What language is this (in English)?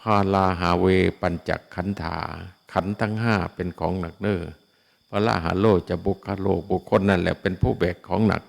Northeastern Thai